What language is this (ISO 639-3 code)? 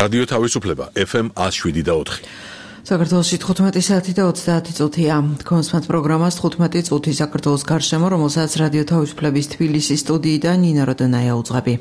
kat